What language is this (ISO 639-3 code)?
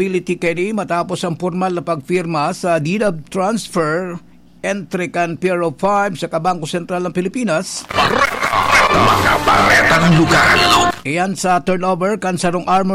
bik